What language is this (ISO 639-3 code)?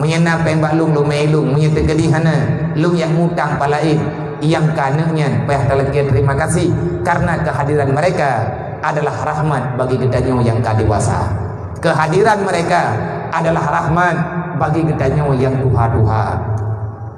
ace